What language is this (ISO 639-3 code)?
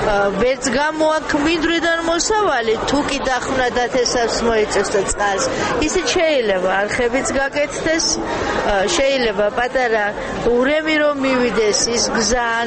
kat